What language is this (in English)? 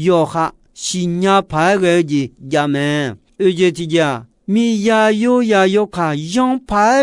Akha